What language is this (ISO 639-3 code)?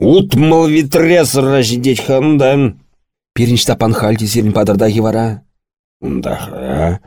chv